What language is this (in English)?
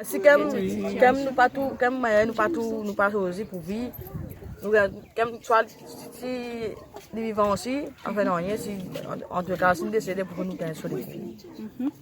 Morisyen